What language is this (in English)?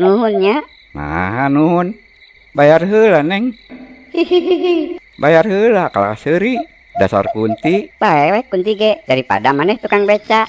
Sundanese